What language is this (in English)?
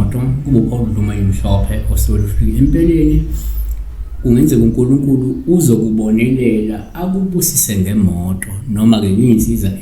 Zulu